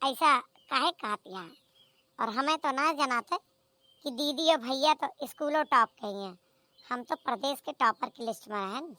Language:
Awadhi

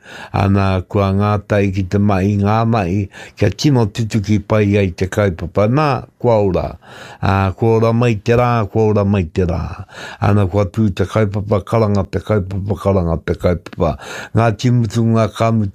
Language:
Māori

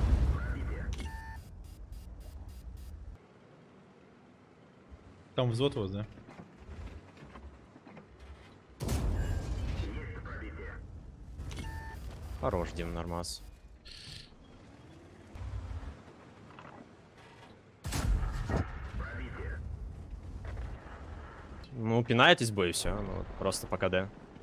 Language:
Russian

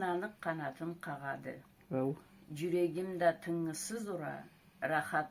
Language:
Karachay-Balkar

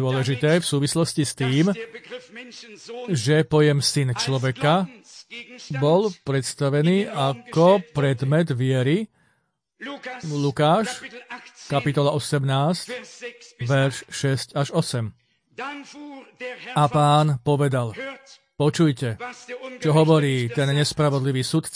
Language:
Slovak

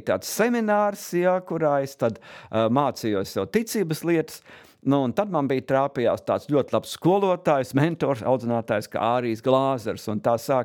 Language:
Latvian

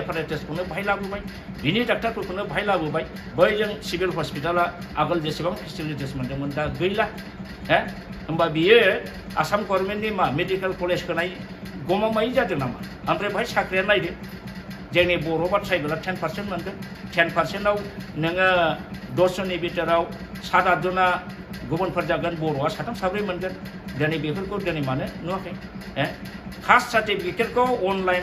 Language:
Bodo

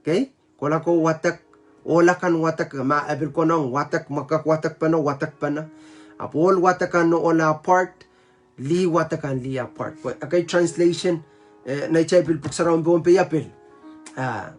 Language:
Pohnpeian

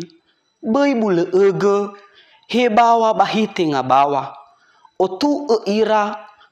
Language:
Nias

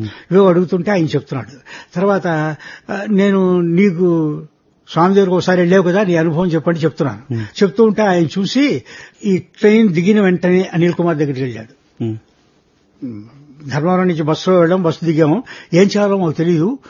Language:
Telugu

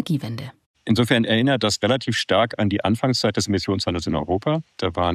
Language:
German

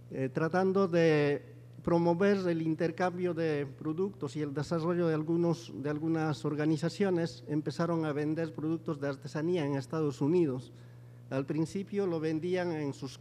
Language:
Spanish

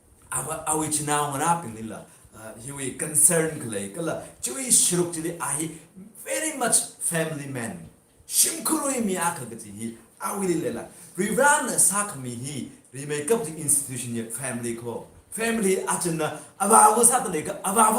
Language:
Tangkhul Naga (India)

